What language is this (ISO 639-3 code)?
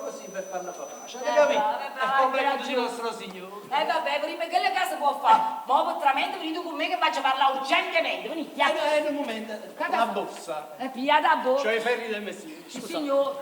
nap